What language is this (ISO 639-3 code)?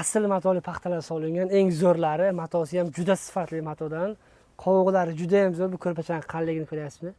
uzb